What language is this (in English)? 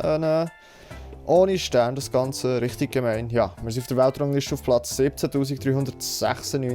Swiss German